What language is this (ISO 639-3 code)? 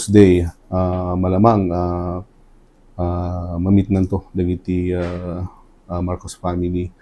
ilo